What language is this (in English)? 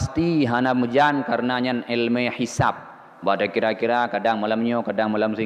Achinese